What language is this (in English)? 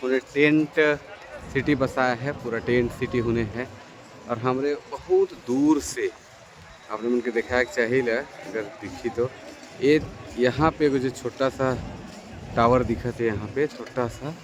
Sadri